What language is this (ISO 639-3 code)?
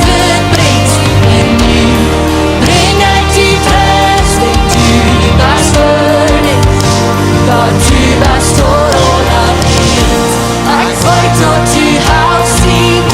pdt